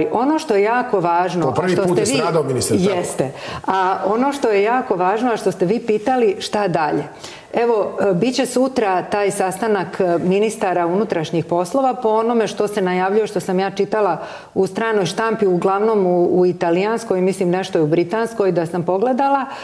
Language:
Serbian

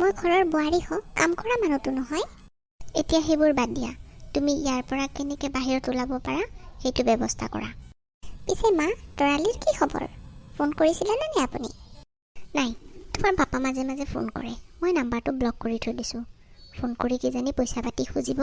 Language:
Assamese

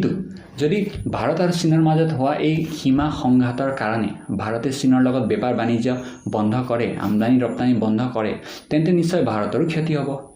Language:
Assamese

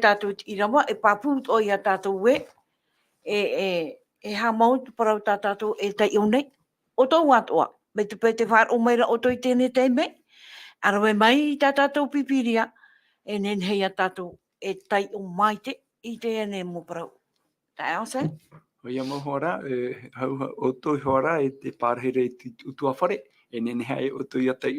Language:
Tahitian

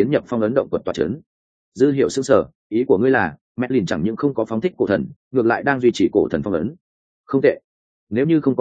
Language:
Vietnamese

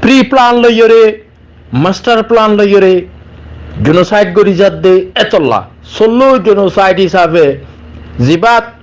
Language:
Rohingya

